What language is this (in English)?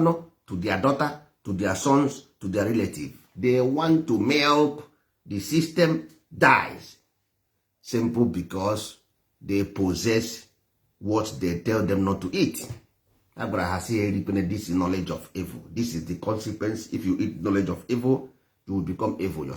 Igbo